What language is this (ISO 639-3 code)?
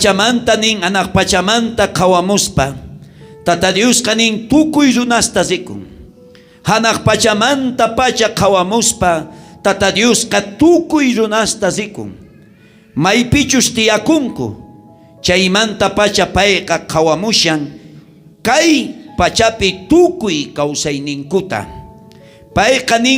quh